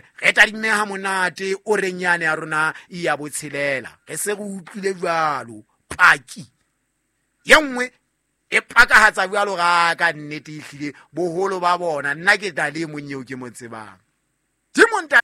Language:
Southern Sotho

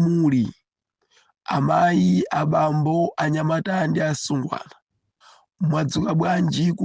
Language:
Nyanja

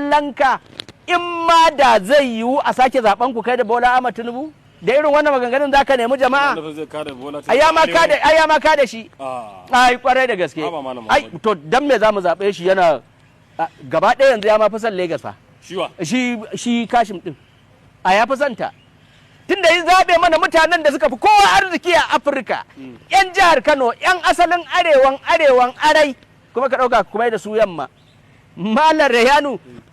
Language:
Hausa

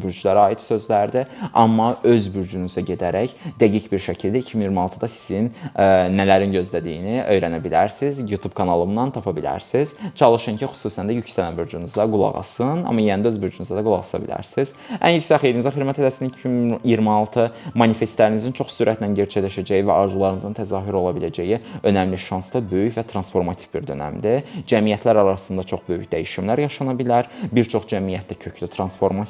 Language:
Azerbaijani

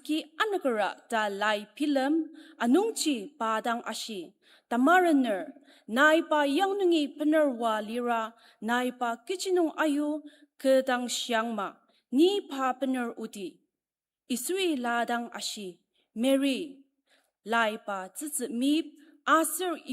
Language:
Ao Naga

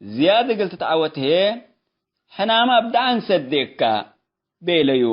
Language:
Tigre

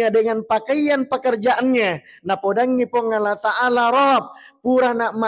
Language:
Buginese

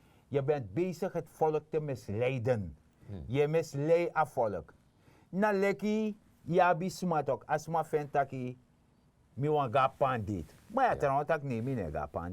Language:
Sranan Tongo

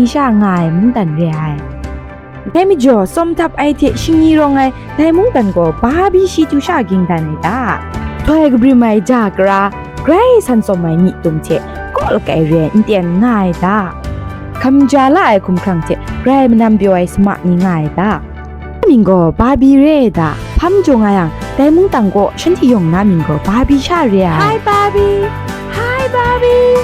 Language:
Kachin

